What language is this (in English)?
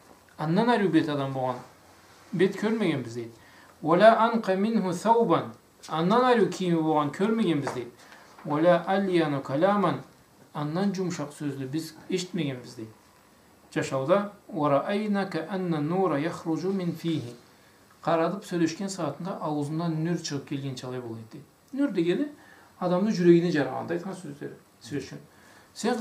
Karachay-Balkar